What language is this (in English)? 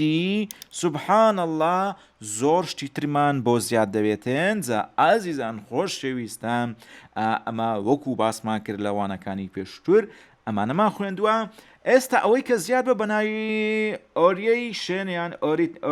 Central Kurdish